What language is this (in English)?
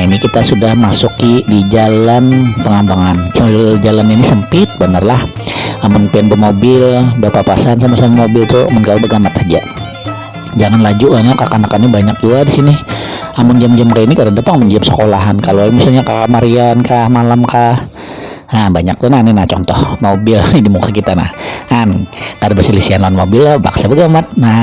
Banjar